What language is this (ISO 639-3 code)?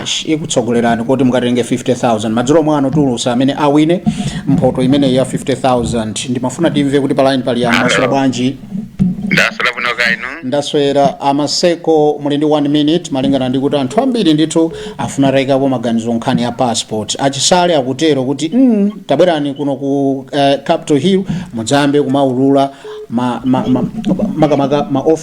nya